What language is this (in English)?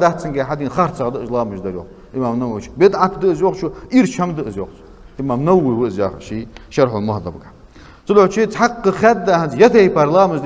Ingush